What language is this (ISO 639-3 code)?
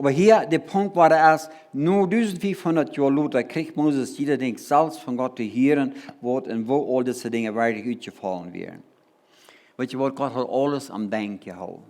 pdt